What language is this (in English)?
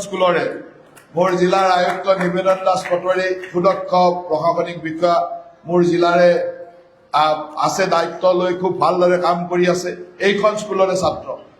Assamese